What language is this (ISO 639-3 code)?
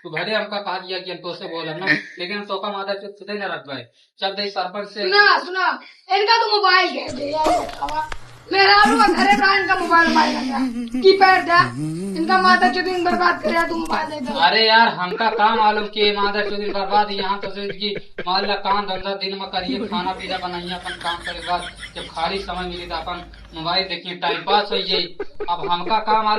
awa